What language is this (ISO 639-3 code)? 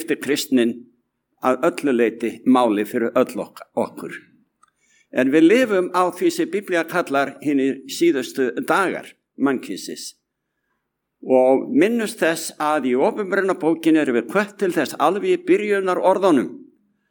isl